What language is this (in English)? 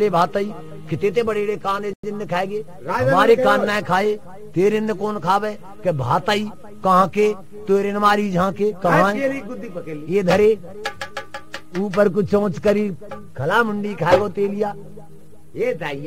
Haryanvi